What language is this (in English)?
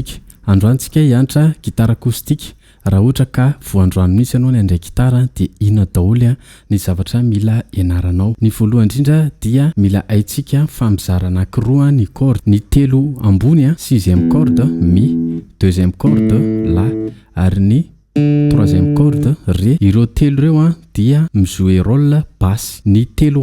Malagasy